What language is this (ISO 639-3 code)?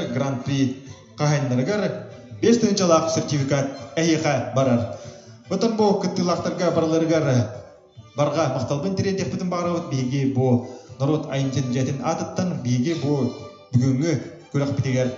sah